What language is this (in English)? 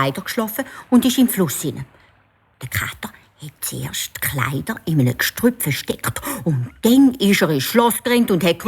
Swiss German